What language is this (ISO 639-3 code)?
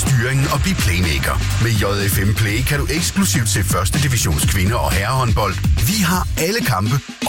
dan